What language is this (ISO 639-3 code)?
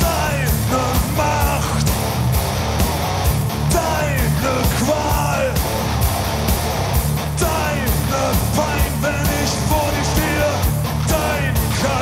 deu